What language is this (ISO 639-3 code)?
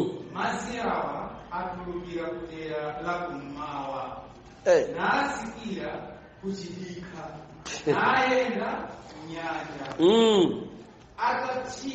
nya